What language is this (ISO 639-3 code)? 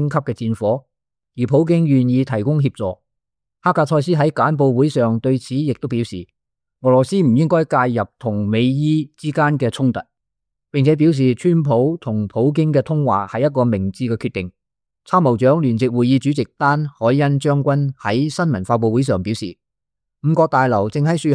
yue